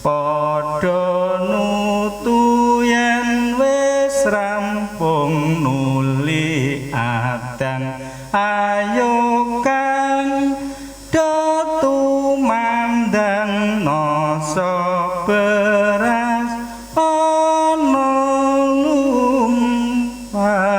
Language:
Javanese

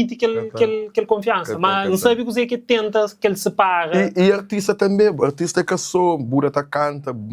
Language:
Kabuverdianu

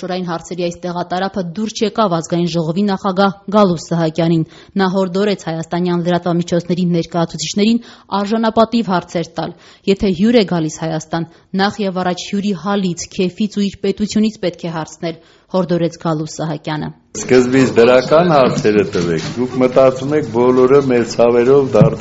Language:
Armenian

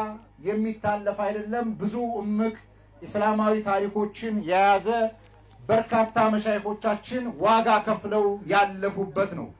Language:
Amharic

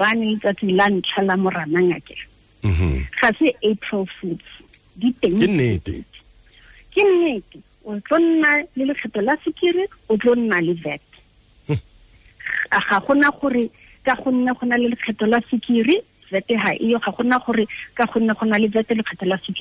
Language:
Tswana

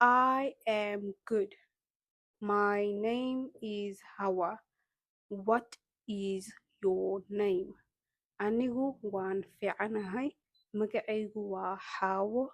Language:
Somali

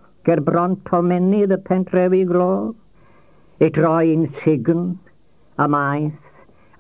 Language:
Welsh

